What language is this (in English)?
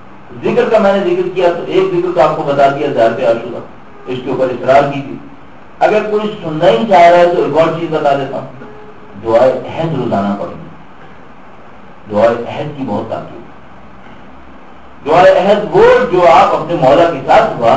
Urdu